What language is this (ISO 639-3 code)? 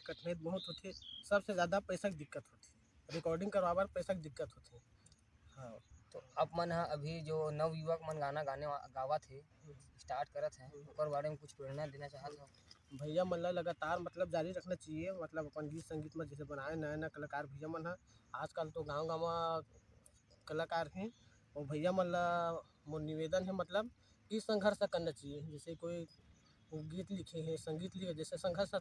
hne